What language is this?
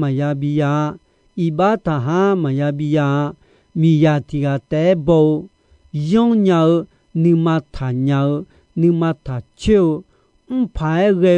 Akha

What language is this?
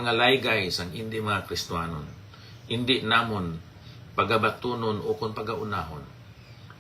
Hiligaynon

